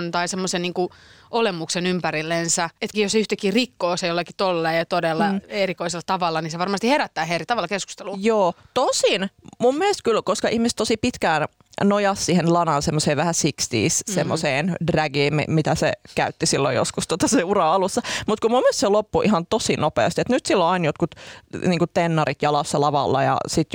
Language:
Finnish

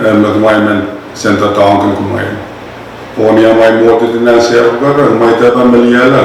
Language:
Pohnpeian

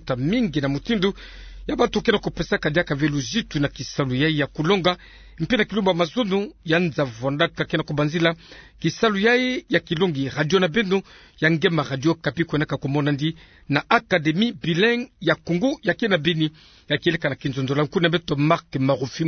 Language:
Kituba (Democratic Republic of Congo)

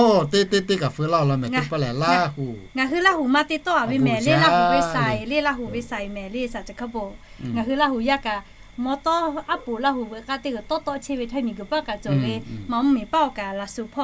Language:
Lahu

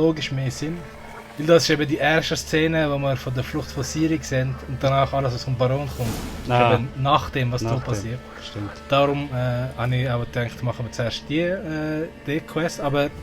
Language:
Swiss German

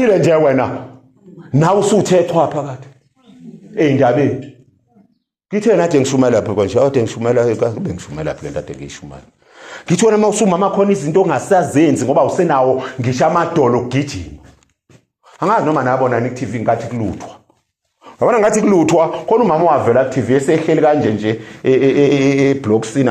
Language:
Zulu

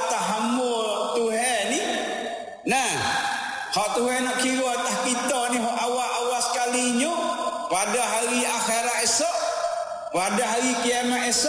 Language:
Malay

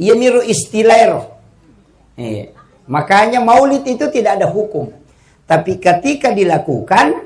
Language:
Buginese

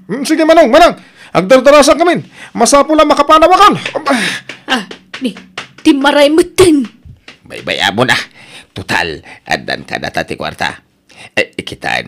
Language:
Iloko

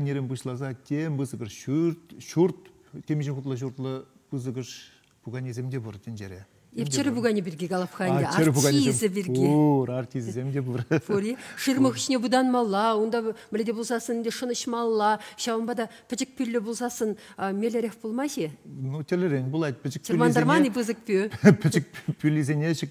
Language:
Chuvash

